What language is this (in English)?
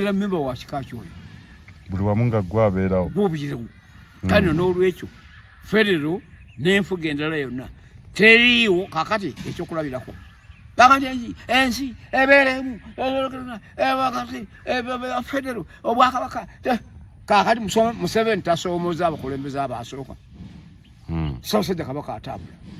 Ganda